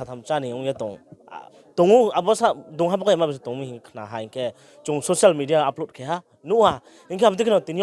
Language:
Riang (India)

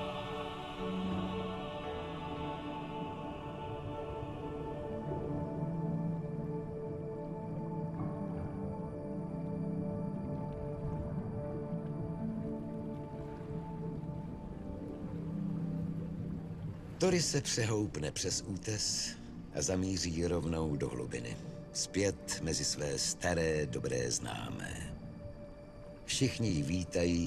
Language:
Czech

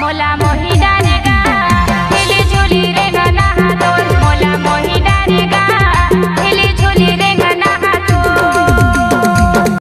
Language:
Chhattisgarhi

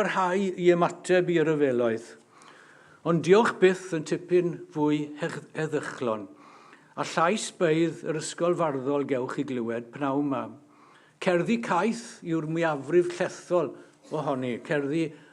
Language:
Welsh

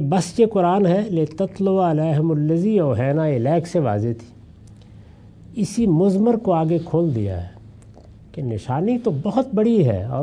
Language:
Urdu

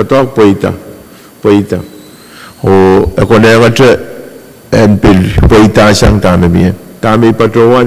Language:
Pohnpeian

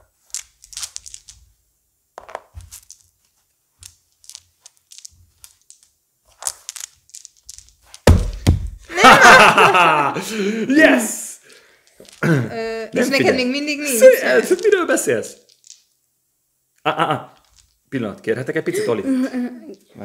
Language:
Hungarian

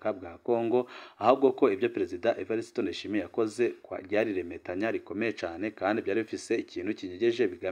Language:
Rundi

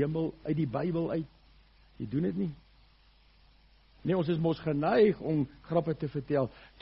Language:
Afrikaans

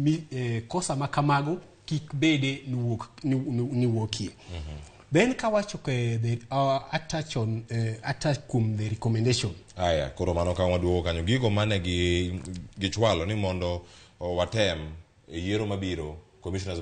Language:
Luo (Kenya and Tanzania)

